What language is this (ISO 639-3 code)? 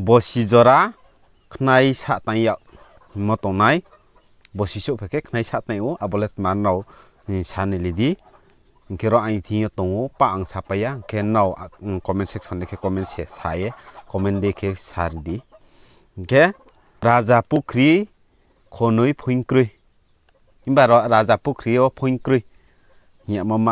ria